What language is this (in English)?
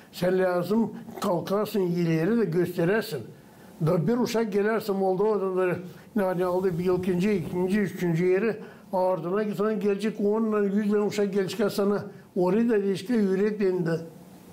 Gagauz